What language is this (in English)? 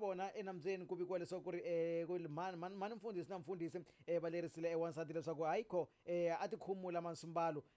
Tsonga